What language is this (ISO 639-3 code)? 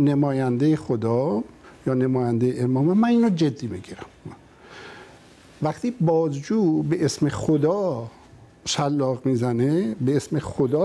fas